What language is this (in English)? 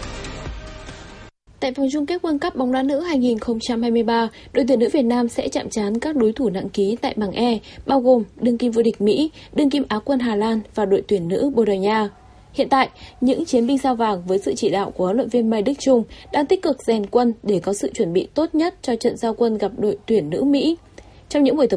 Vietnamese